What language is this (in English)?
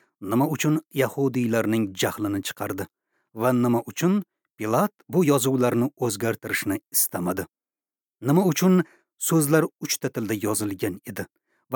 Uzbek